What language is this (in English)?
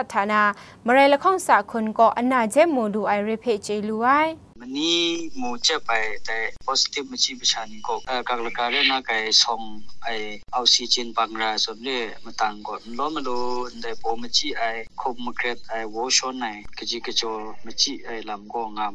Kachin